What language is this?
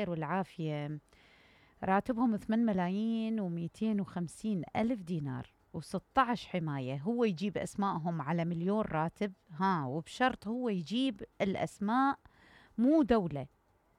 Mesopotamian Arabic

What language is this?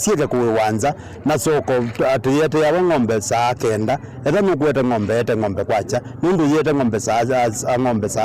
Kamba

